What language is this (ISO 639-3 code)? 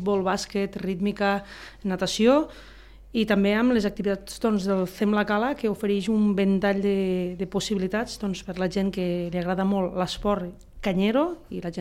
cat